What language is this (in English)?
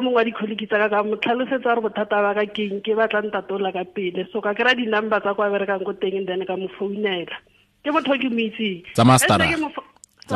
Tswana